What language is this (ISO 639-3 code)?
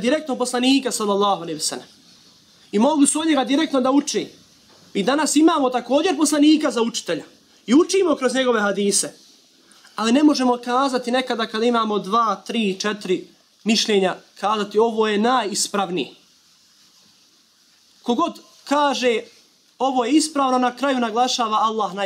bos